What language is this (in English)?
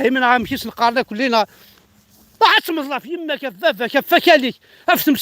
Kabyle